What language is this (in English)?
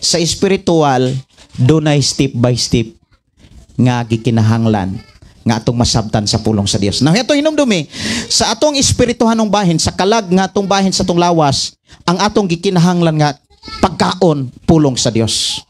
Cebuano